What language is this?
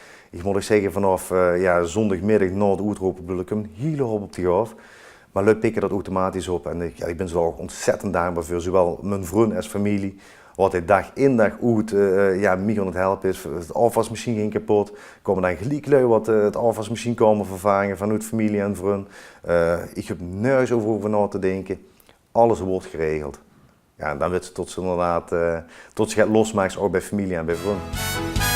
Limburgish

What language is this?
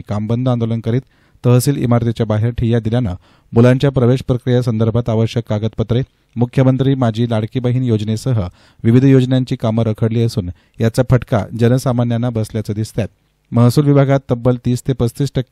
Marathi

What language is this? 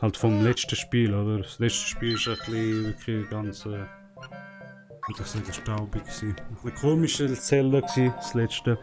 Swiss German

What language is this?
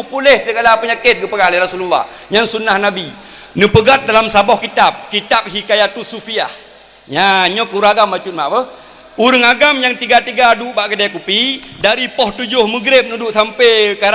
Achinese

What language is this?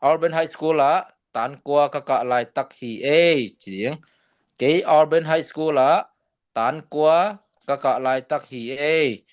Tedim Chin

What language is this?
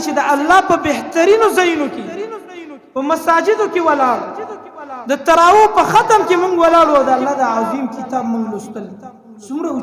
Pashto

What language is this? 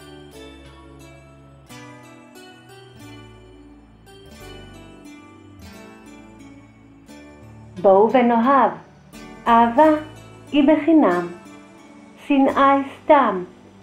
Hebrew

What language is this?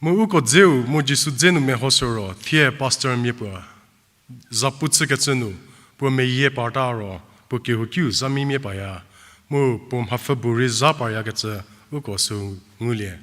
Angami Naga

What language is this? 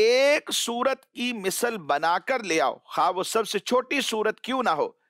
Urdu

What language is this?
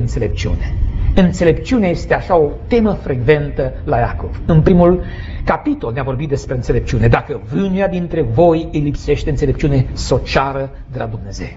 Romanian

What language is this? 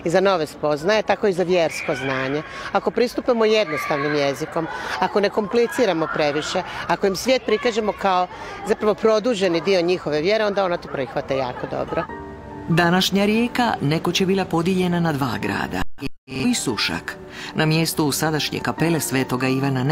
Croatian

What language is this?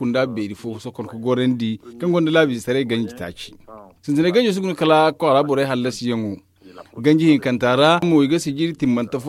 Zarma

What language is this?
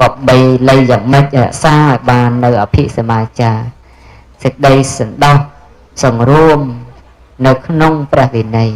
Khmer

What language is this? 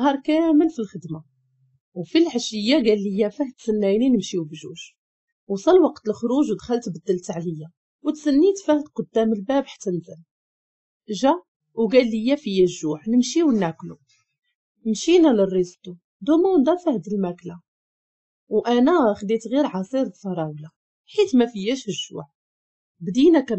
Moroccan Arabic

